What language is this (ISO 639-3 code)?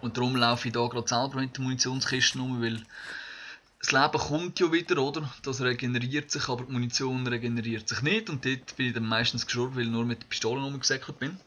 gsw